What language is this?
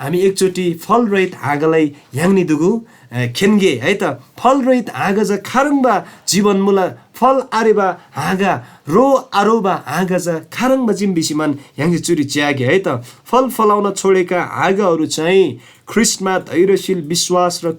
Eastern Tamang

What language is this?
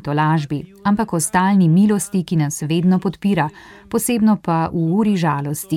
Slovenian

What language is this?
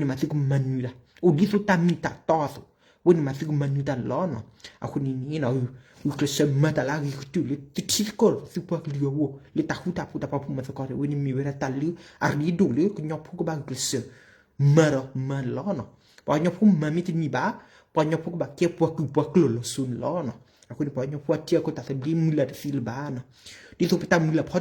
S'gaw Karen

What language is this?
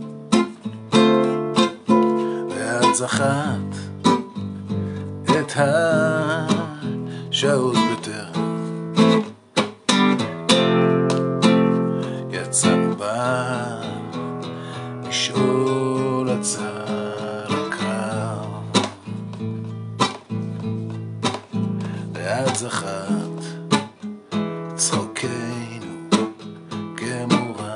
Hebrew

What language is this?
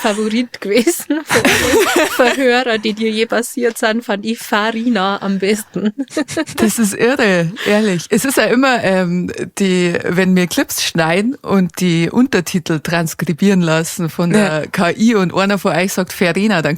Bavarian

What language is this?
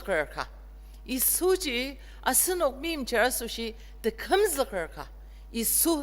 Ao Naga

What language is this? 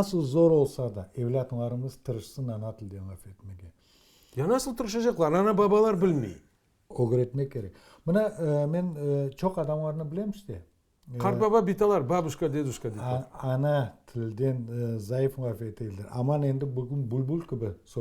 Crimean Tatar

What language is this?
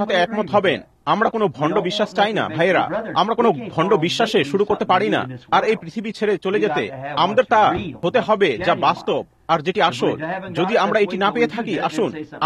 Bangla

